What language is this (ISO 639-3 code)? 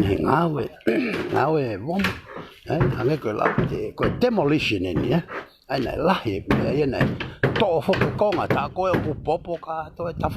ton